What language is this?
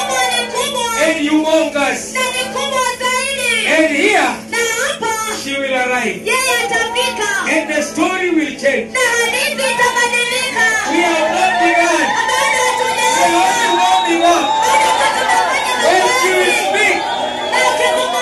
Swahili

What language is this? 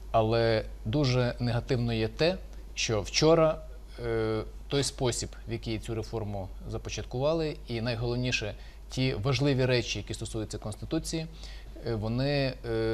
Ukrainian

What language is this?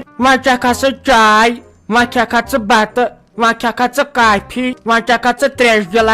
Kashmiri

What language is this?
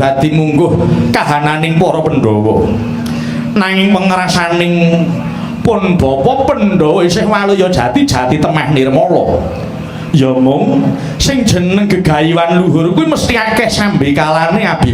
Javanese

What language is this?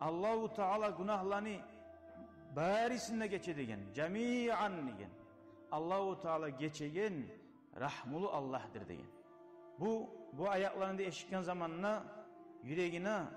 Kumyk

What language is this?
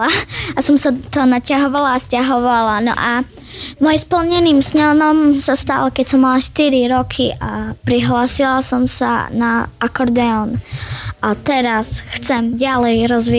Slovak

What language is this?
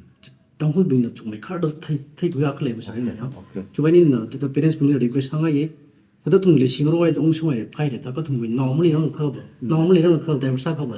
Tangkhul Naga (India)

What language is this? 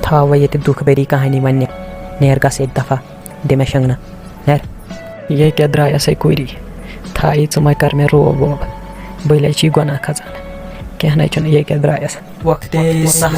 Kashmiri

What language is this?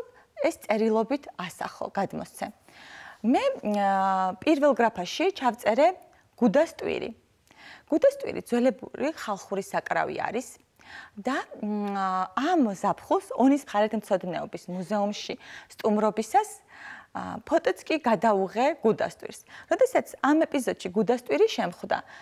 Georgian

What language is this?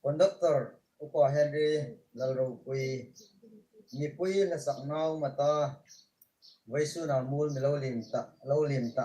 Hmar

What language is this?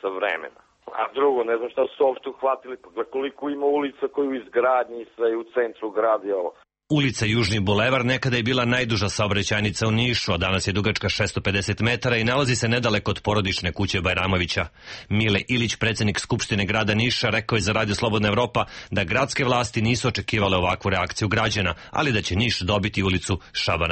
Serbian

